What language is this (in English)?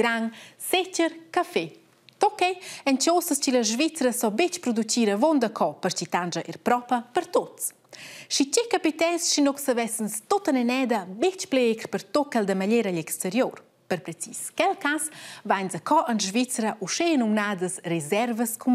Romansh